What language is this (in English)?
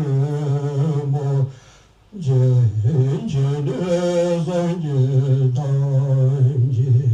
Tibetan